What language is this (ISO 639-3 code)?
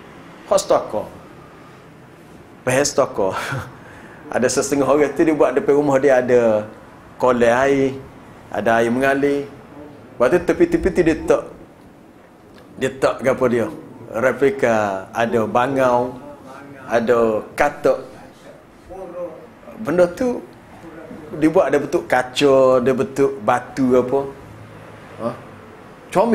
msa